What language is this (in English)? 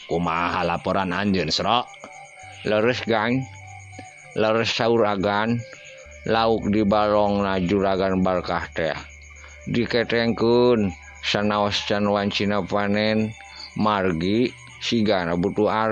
Sundanese